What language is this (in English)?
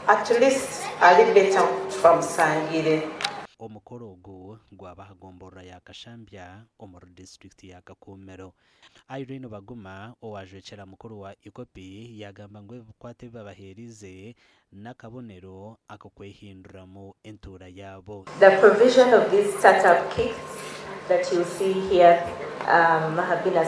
Nyankole